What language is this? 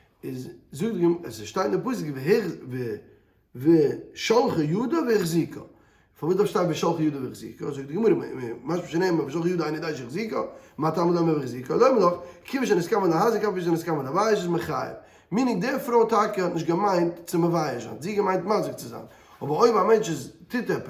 Yiddish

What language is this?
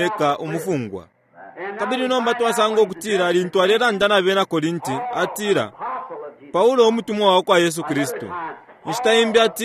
Bemba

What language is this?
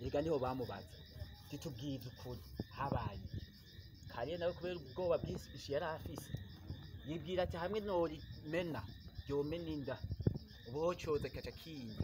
Rundi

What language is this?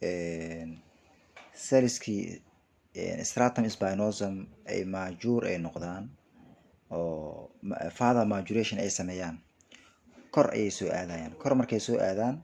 Somali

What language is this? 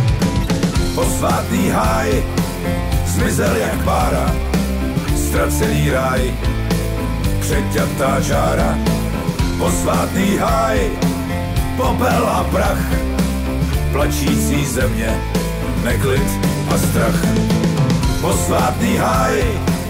Czech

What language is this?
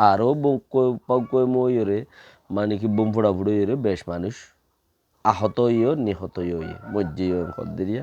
Rohingya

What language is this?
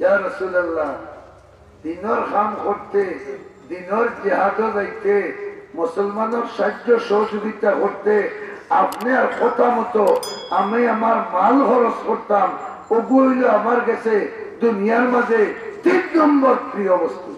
Sylheti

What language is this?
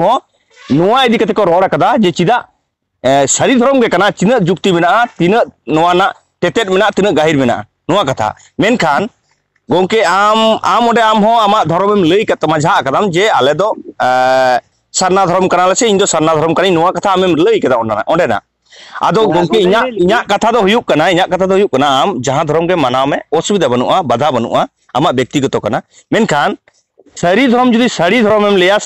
Santali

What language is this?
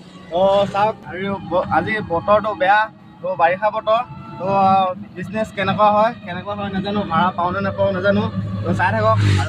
Assamese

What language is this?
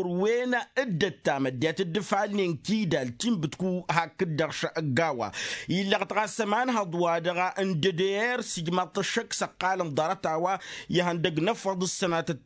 Tamasheq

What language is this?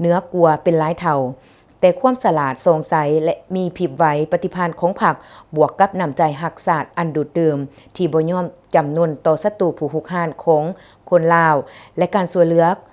Lao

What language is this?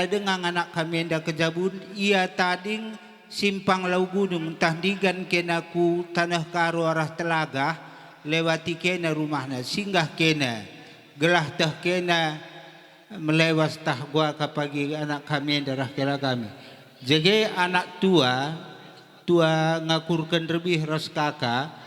Batak Karo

